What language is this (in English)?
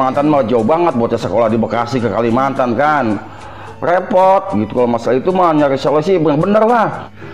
Betawi